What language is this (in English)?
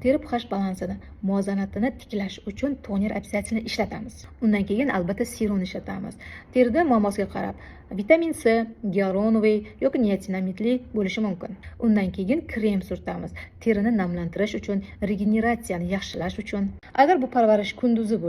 Uzbek